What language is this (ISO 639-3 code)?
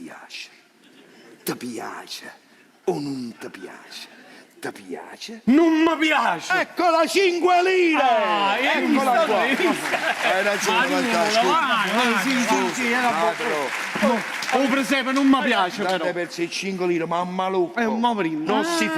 nap